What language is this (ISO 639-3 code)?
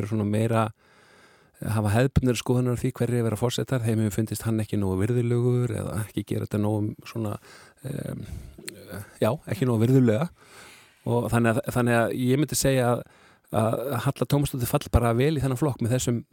isl